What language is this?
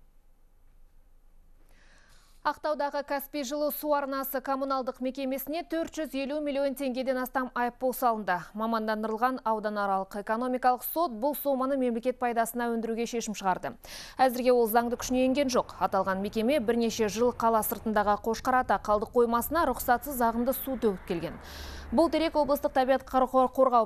Kazakh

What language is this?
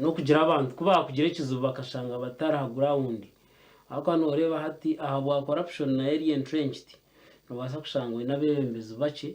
Nyankole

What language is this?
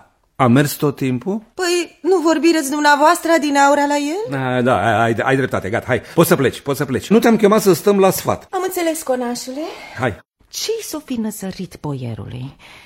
Romanian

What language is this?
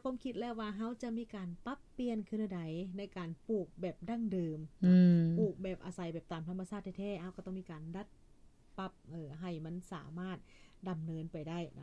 Lao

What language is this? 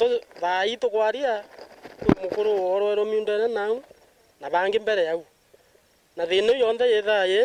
Meru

